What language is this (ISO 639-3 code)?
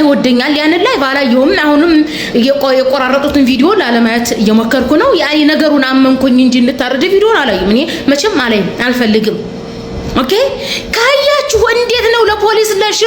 amh